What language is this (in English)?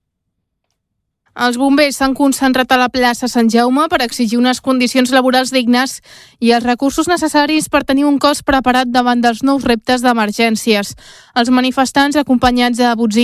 Catalan